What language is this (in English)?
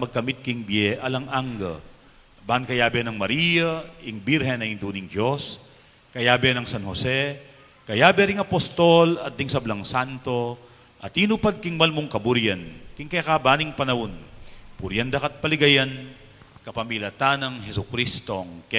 Pampanga